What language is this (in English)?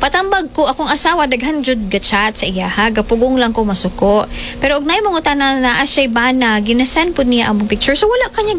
Cebuano